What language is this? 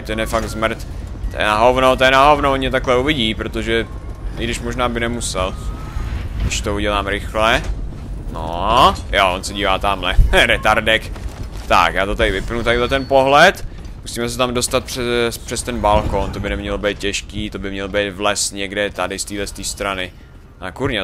Czech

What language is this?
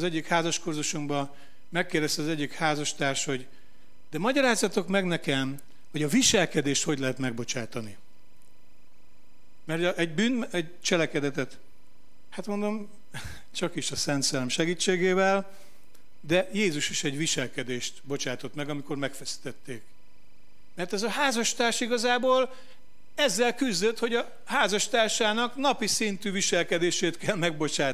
Hungarian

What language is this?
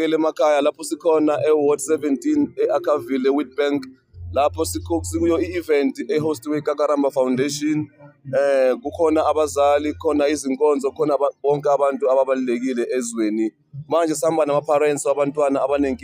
Zulu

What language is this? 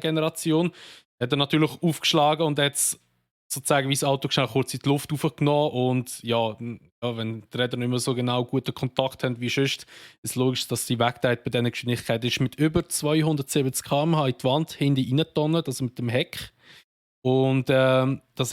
Swiss German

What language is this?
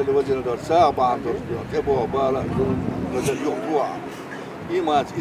Chechen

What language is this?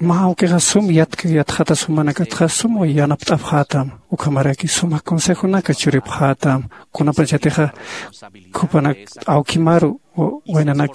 Aymara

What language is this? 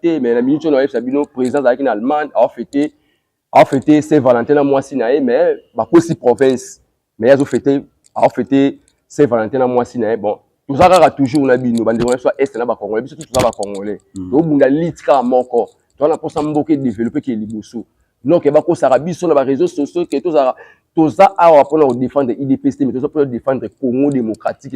Lingala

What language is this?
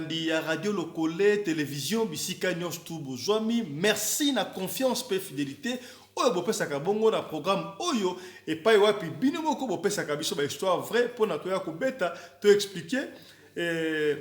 Lingala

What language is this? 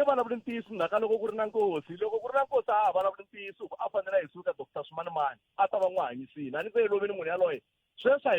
Tsonga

